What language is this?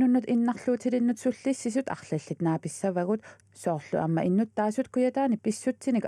Kalaallisut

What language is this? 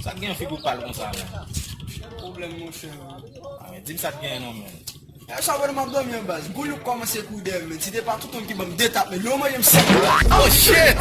Haitian Creole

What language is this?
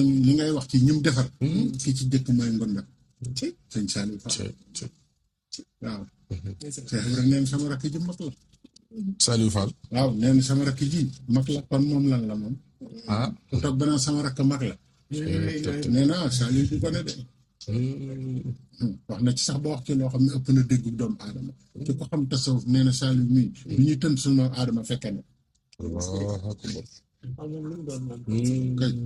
Wolof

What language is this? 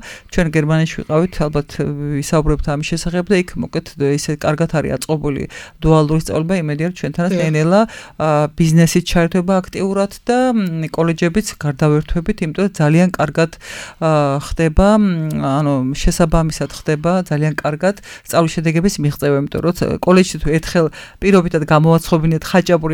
Georgian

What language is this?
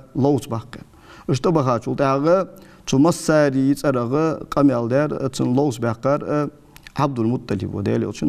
Ingush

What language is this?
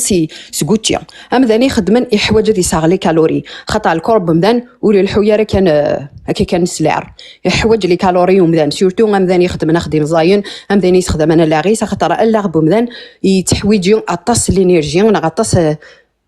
Kabyle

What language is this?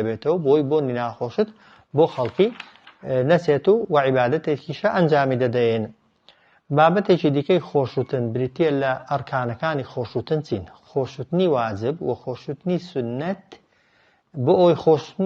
Central Kurdish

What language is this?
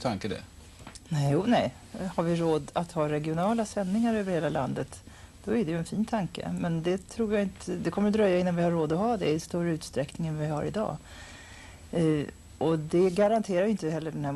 Swedish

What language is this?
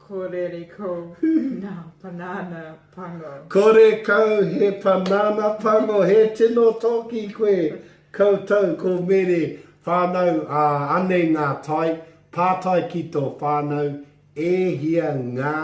Māori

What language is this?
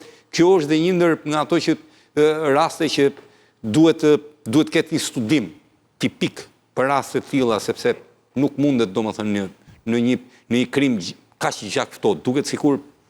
Albanian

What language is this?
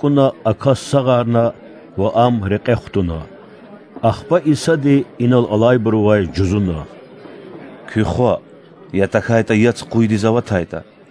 Lezghian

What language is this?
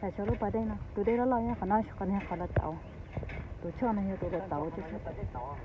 Hmong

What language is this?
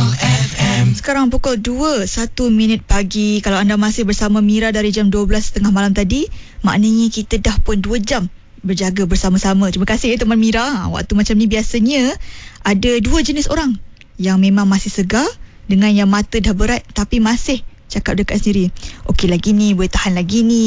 Malay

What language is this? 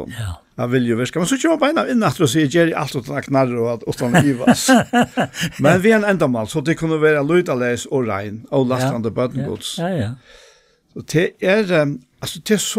Faroese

